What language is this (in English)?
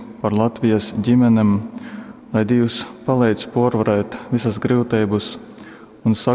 Latgalian